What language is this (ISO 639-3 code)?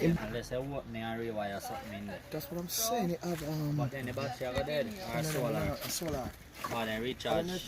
jam